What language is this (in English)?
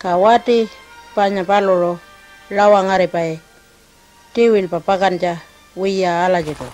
Pitjantjatjara